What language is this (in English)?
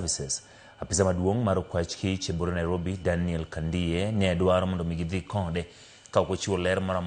Luo (Kenya and Tanzania)